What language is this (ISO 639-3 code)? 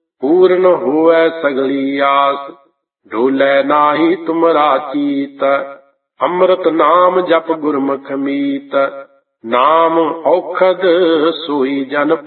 pan